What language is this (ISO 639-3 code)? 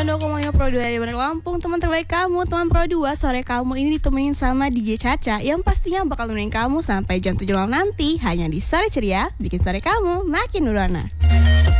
ind